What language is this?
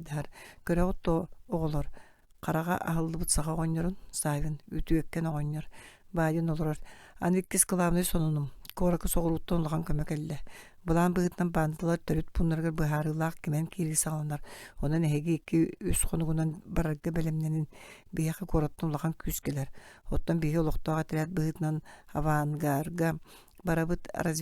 Yakut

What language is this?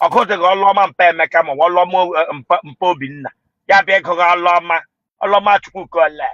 Igbo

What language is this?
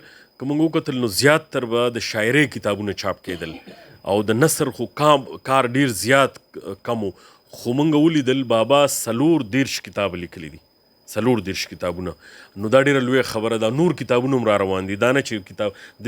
Pashto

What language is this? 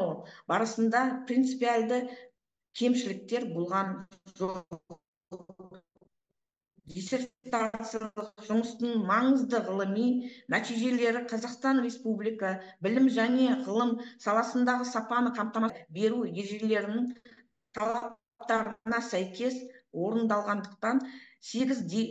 Kazakh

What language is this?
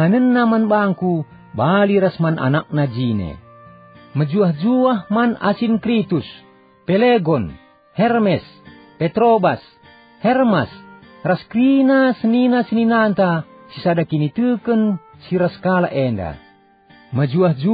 Batak Karo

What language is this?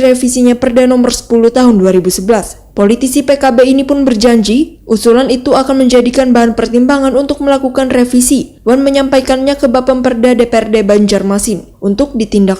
Banjar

